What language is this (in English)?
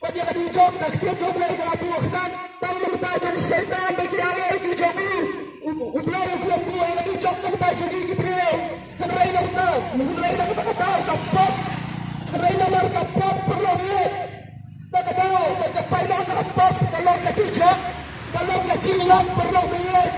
Khasi